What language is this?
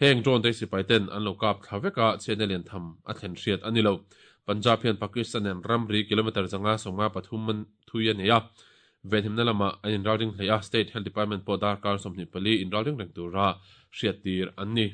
Mizo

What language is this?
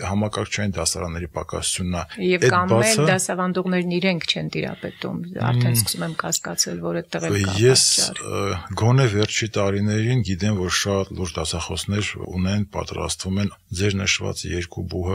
Armenian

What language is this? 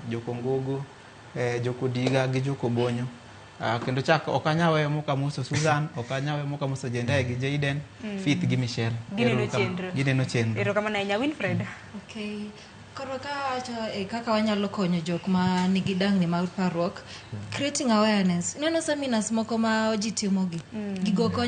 Luo (Kenya and Tanzania)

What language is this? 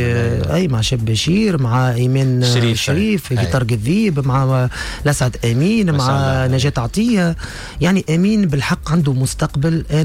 Tunisian Arabic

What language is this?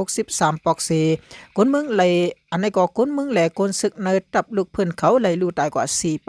Shan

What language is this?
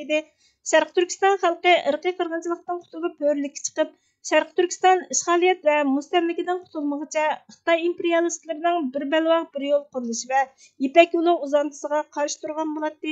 Uyghur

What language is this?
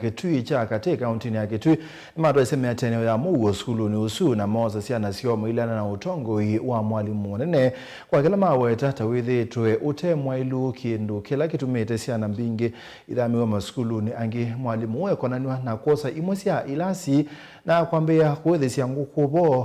Kamba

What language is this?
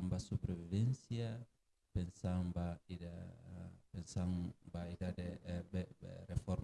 Tetum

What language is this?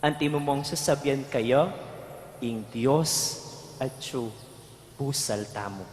Pampanga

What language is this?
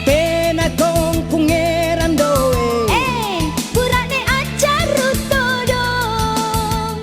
Makasar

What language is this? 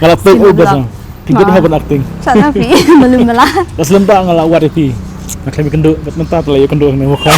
Khasi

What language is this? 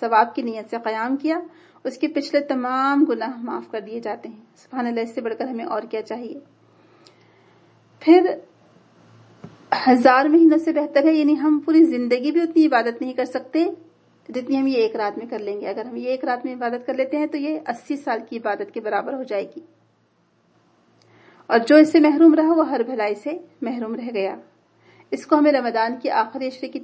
Urdu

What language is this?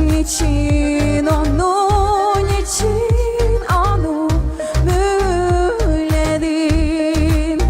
Gagauz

